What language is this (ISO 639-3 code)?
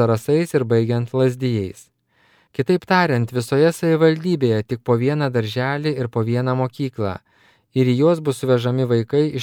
lit